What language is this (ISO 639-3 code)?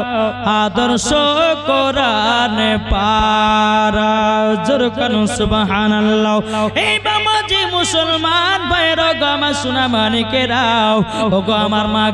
ben